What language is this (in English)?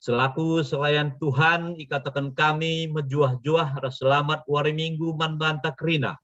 Batak Karo